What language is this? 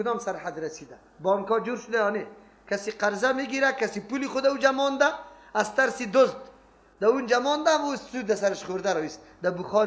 Persian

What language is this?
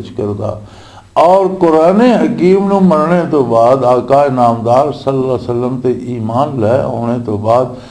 Western Panjabi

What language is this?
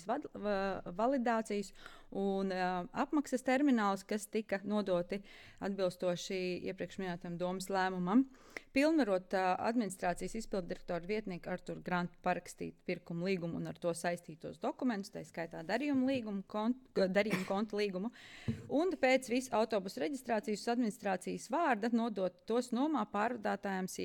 Latvian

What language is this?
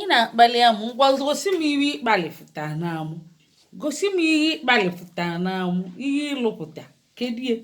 Igbo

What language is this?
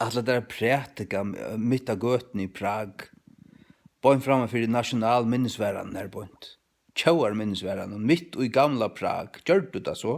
Faroese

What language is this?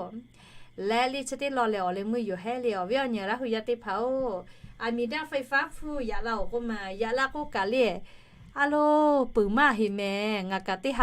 Lahu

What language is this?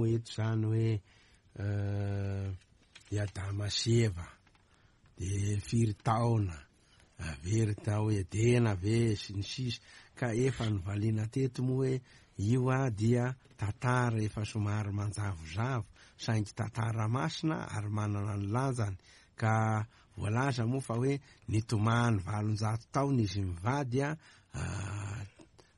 Malagasy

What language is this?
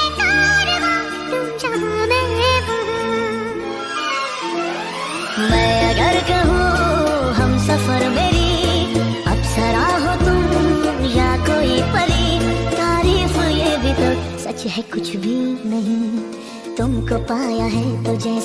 Hindi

